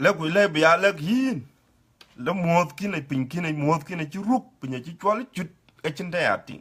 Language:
Dinka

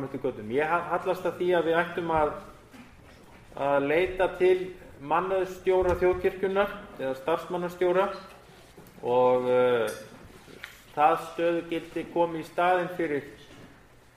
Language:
Icelandic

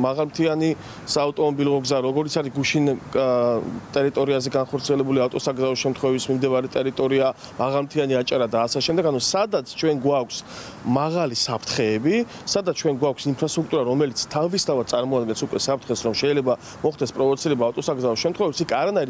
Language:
Georgian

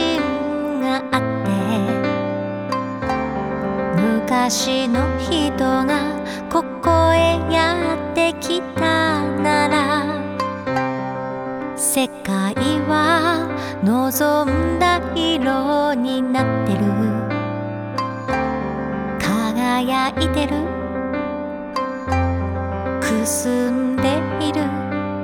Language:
Japanese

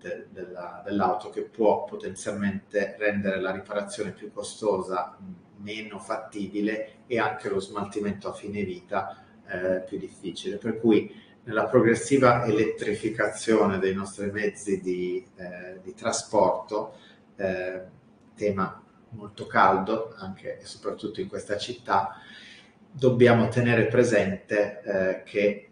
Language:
Italian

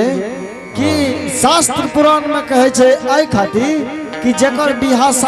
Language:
Angika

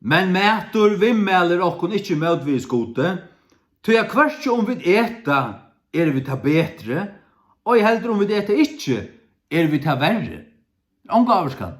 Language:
Faroese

